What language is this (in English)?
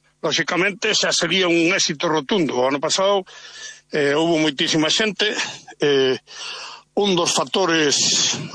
Galician